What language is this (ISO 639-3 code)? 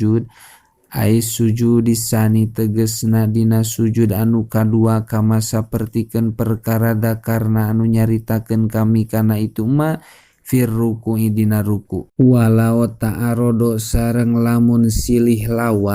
sun